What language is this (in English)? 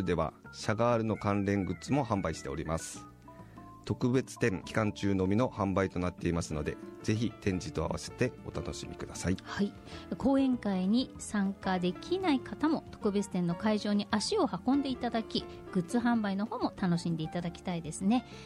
Japanese